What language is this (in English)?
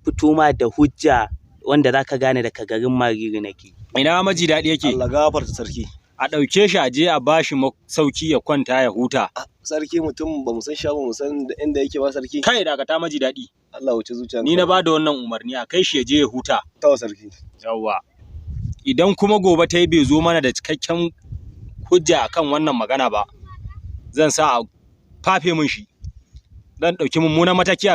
Hausa